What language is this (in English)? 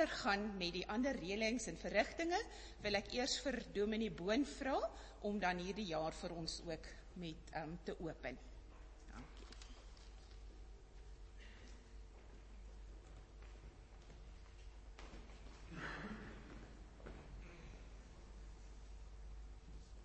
Afrikaans